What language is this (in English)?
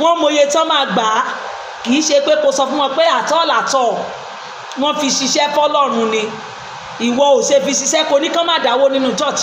Yoruba